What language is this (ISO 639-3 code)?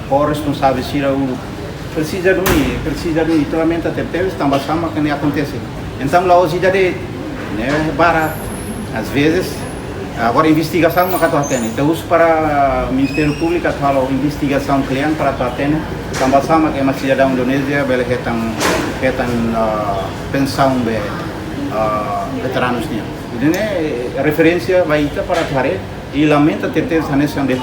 tet